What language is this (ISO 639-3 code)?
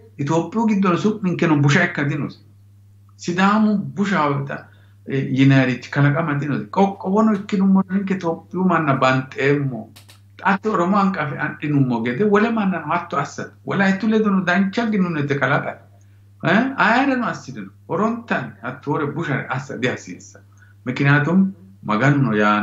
sid